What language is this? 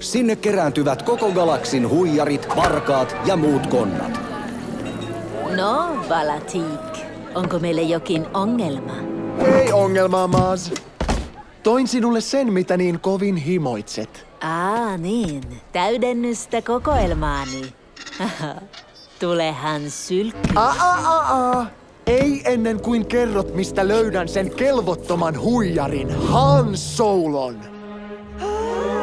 Finnish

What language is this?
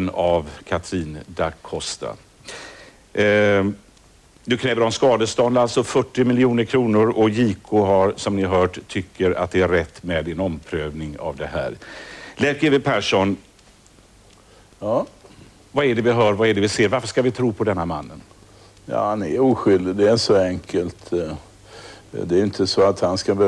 Swedish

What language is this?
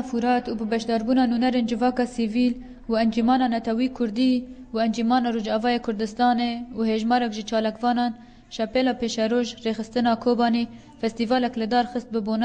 Kurdish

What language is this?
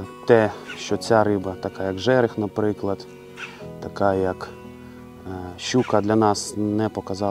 Ukrainian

